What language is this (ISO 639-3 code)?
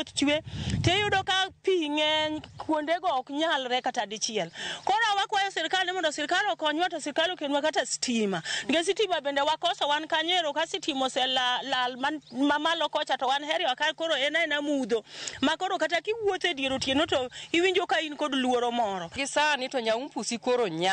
luo